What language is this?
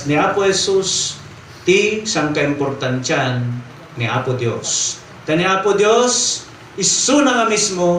Iloko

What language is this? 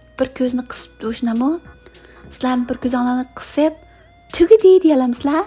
Uyghur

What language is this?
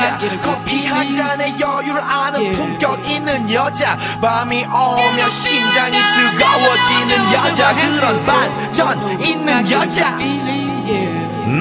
Korean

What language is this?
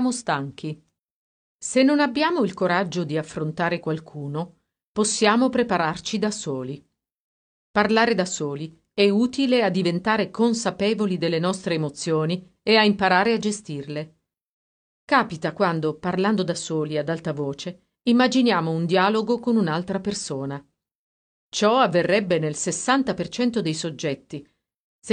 Italian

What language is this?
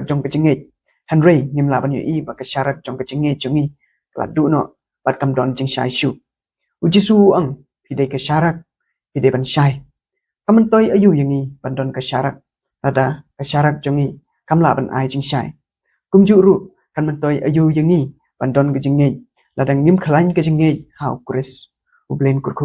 Khasi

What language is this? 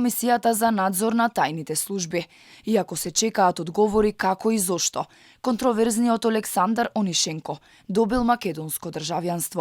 Macedonian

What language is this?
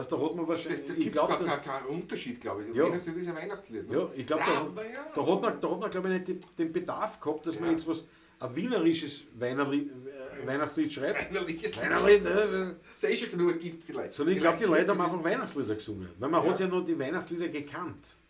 Bavarian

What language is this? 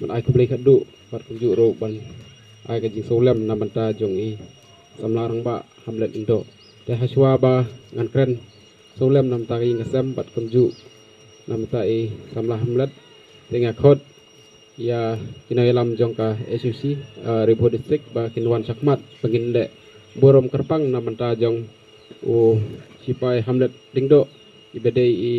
Khasi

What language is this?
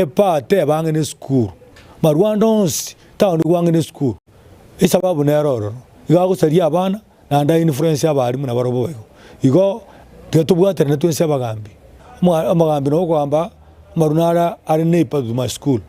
Gusii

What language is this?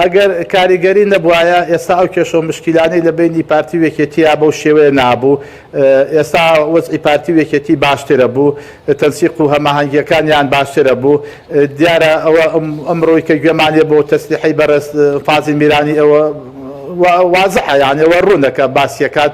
Central Kurdish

